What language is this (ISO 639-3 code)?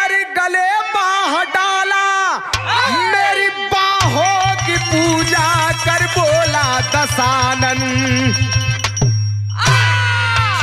bho